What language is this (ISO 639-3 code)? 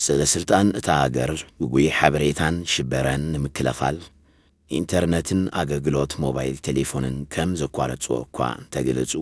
tir